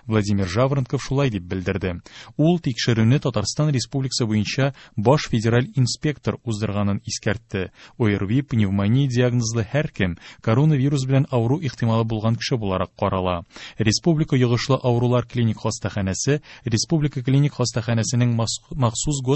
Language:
Tatar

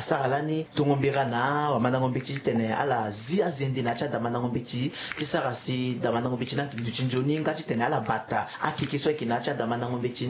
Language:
Sango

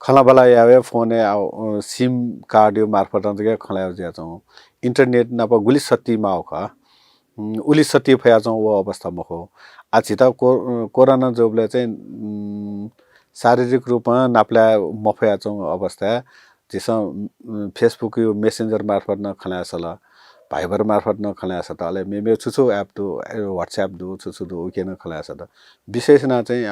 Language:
Newari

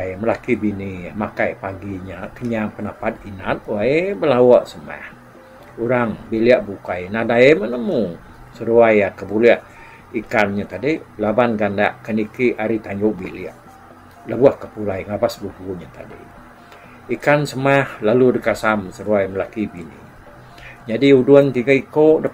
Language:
Iban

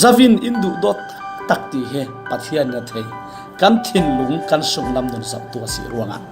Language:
Falam Chin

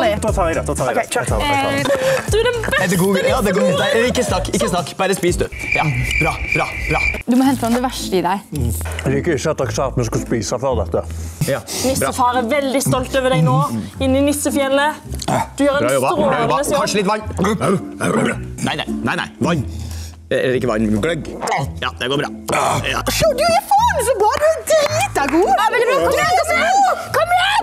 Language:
Norwegian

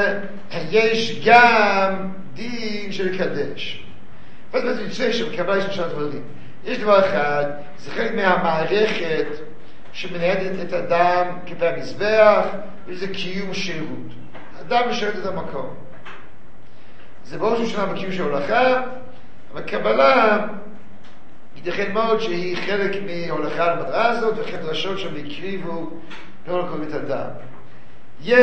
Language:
Hebrew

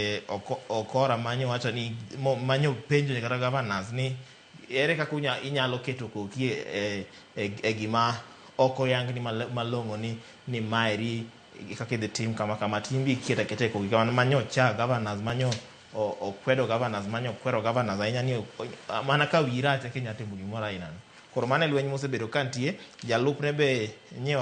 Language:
Luo (Kenya and Tanzania)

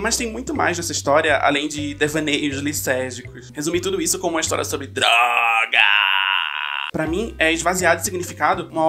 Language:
Portuguese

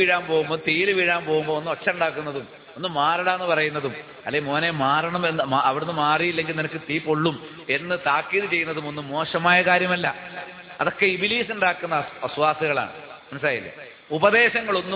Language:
Malayalam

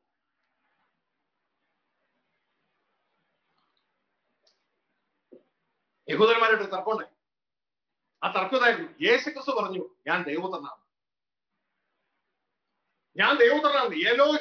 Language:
Malayalam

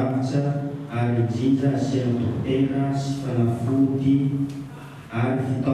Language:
Malagasy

